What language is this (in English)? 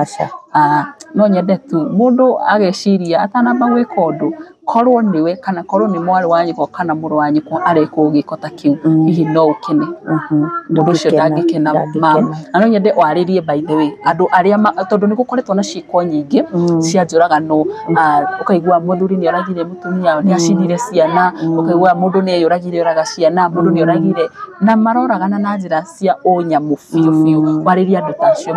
Kikuyu